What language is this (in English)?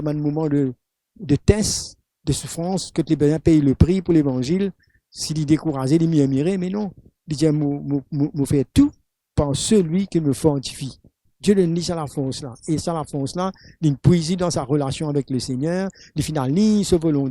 Morisyen